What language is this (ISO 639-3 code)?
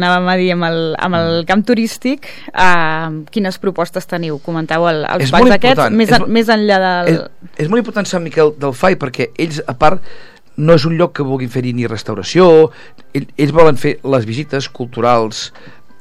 cat